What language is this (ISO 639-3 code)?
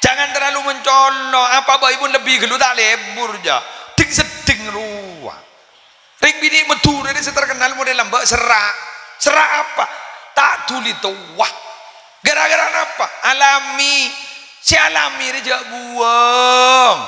mad